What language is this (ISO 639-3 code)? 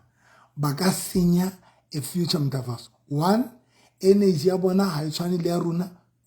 sot